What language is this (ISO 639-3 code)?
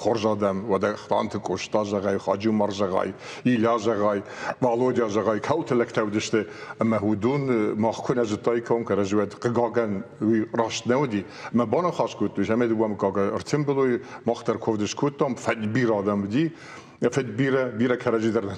oss